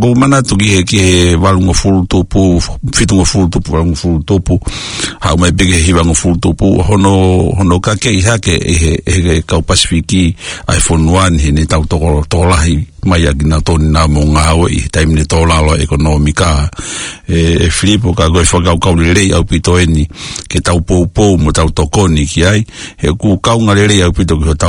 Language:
Tongan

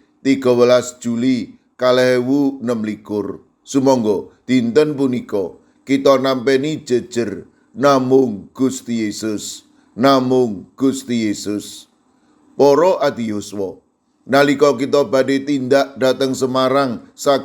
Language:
Javanese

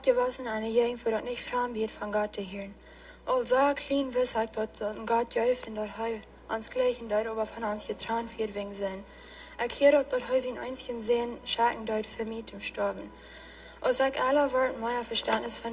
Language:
Plautdietsch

